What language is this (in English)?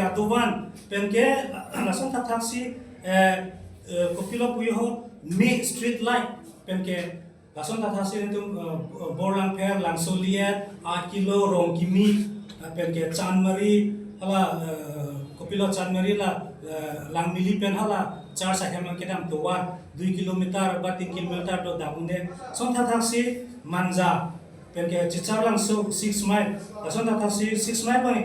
Karbi